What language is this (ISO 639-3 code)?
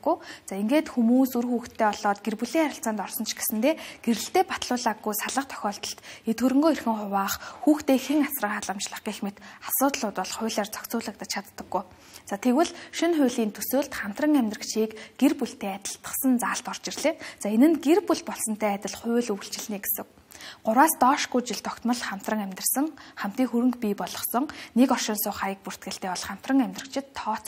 mon